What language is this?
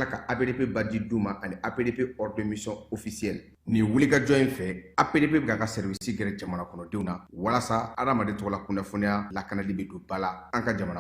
Bambara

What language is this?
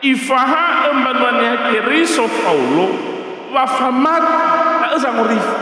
Nias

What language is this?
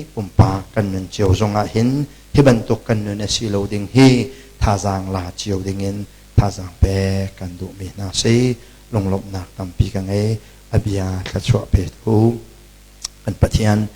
Hakha Chin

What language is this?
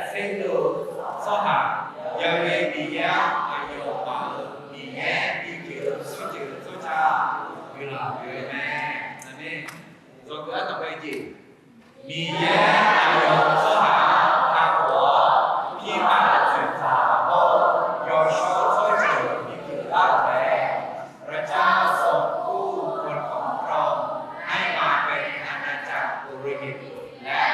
Akha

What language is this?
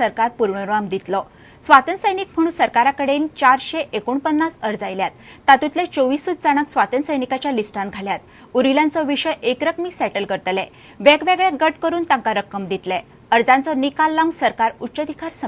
Konkani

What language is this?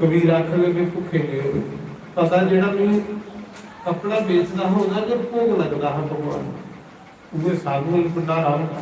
Dogri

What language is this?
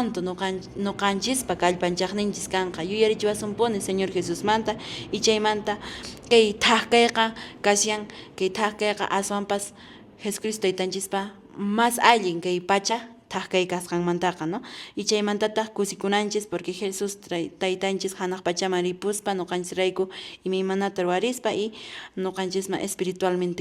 Quechua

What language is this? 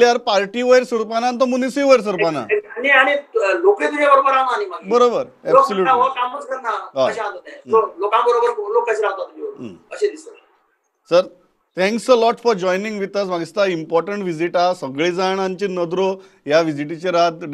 Konkani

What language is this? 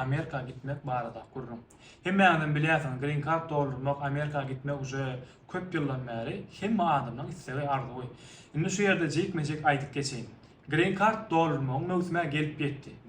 Turkmen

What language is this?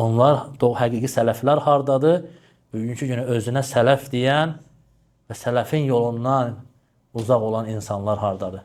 Azerbaijani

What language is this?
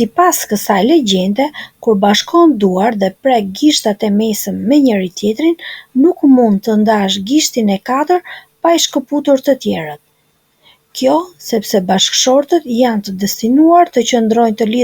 Albanian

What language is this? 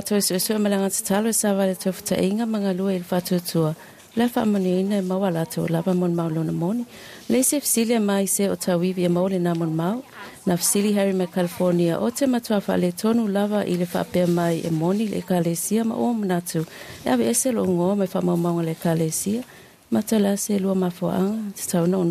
Samoan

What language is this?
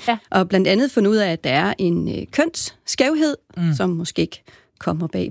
Danish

